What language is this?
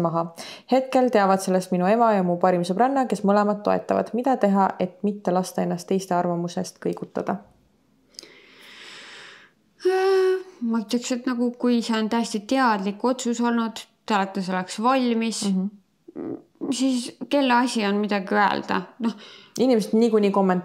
Estonian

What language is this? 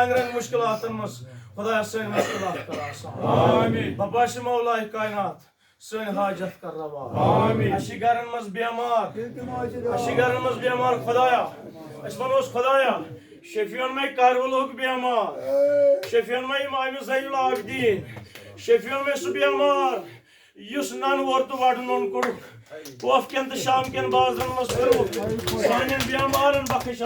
Kashmiri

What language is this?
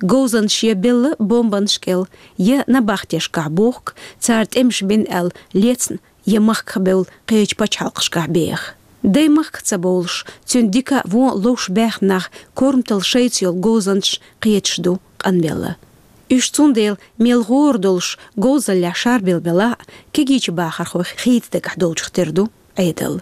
Chechen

